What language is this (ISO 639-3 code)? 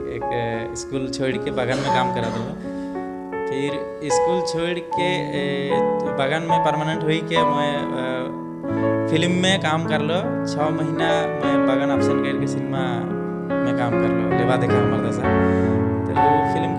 sck